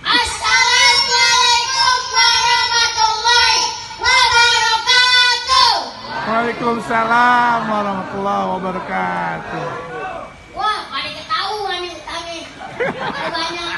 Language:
Betawi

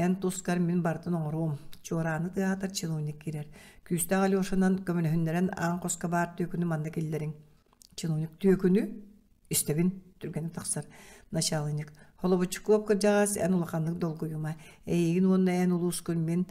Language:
Yakut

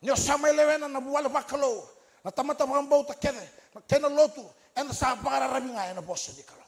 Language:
Fijian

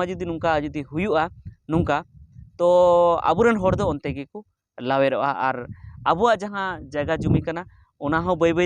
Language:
Santali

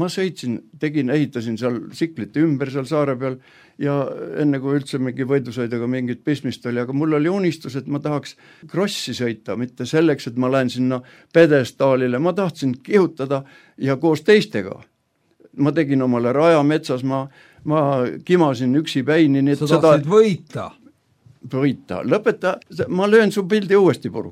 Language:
Estonian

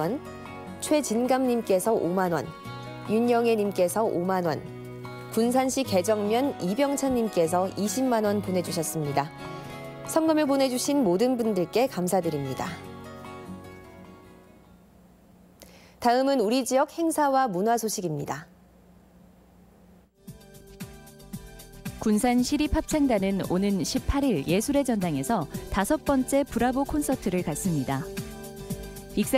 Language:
Korean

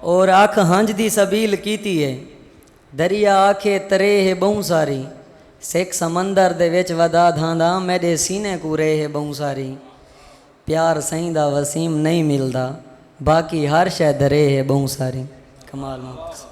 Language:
Saraiki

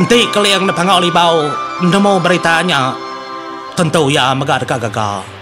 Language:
Iban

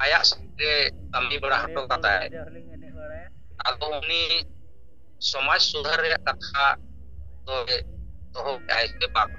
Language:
Santali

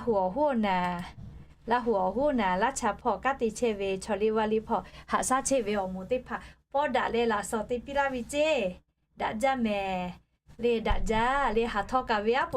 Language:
Lahu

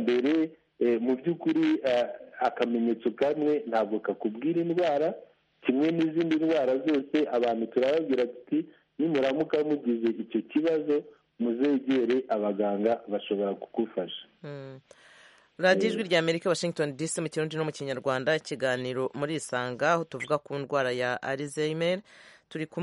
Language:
Kinyarwanda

